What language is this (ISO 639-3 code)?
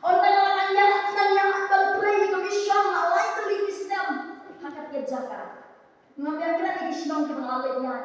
kha